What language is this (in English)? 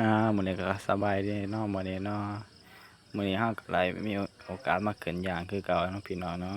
Lao